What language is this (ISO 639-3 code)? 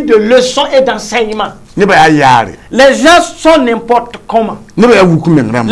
mos